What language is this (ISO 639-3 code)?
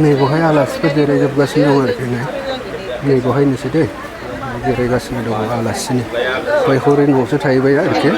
brx